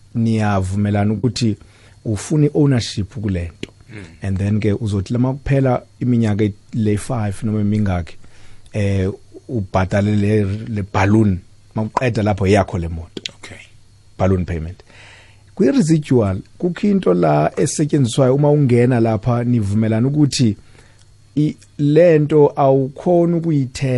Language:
South Ndebele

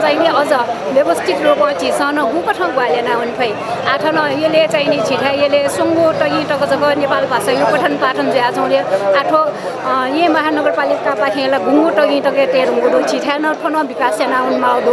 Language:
Newari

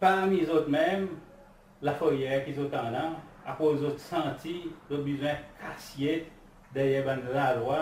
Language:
Seselwa Creole French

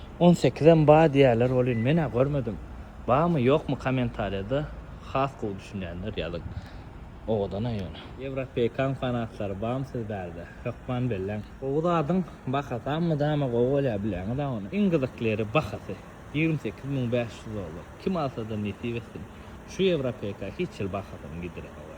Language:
Turkmen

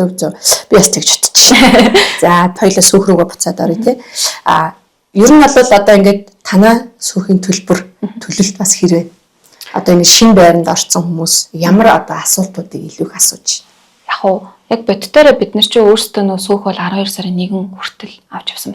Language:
Mongolian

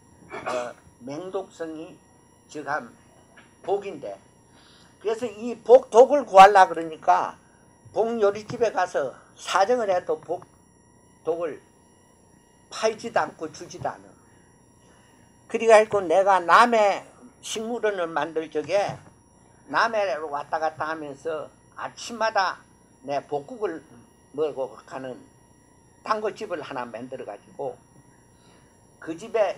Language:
Korean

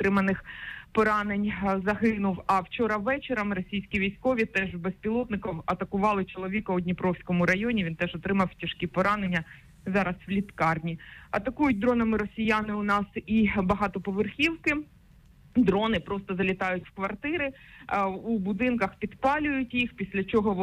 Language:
Ukrainian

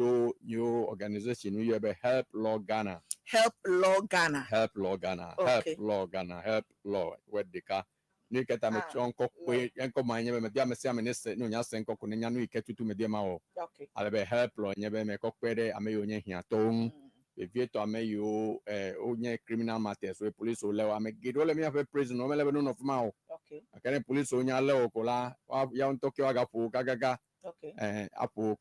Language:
Ewe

